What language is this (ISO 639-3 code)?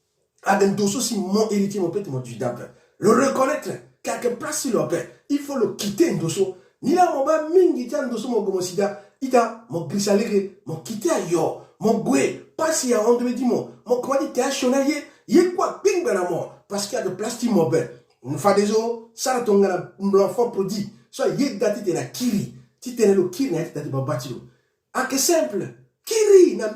sag